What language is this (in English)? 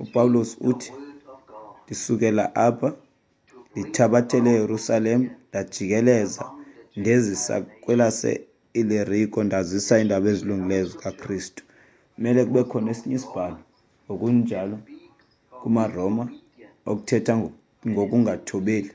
Xhosa